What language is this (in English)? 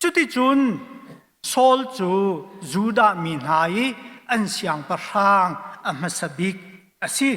Hakha Chin